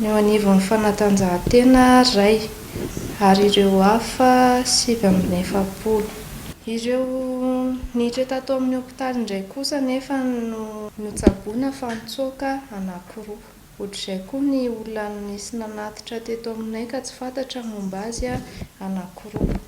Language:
Malagasy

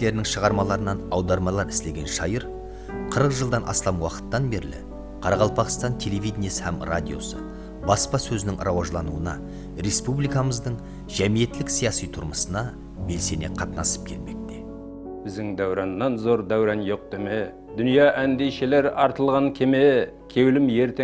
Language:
Kara-Kalpak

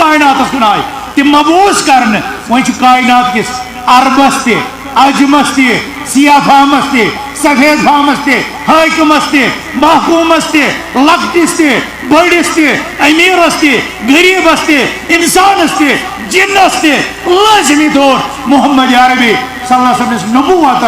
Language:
Kashmiri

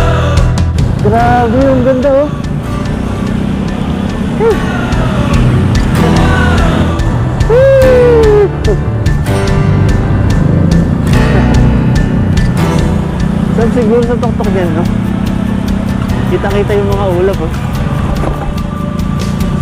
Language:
Filipino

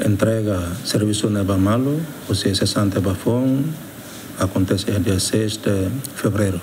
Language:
Tetum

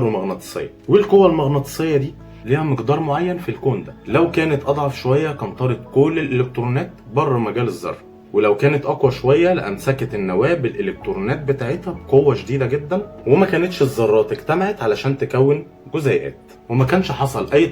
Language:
Egyptian Arabic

